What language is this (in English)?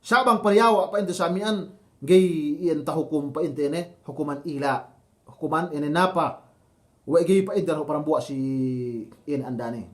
Yakan